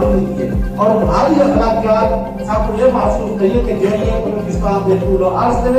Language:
Saraiki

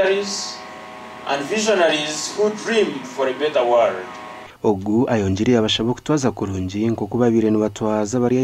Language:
Nyankole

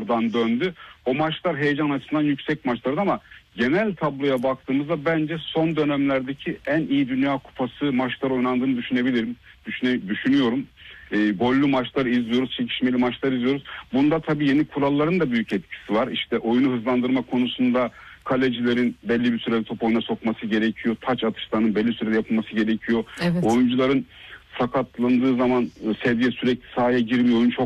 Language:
Turkish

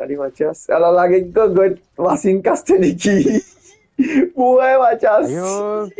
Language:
Morisyen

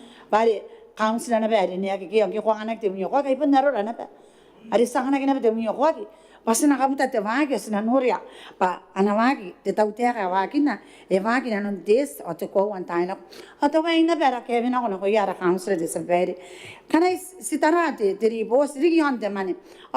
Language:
Gilbertese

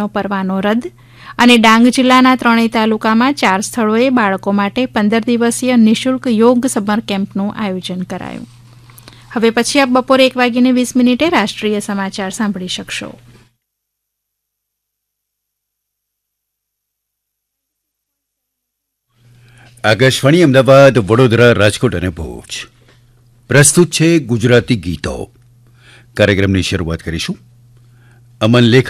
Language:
Gujarati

